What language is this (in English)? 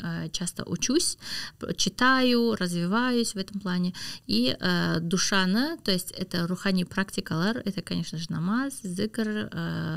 Kazakh